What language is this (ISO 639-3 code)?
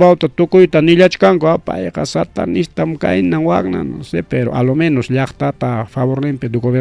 quy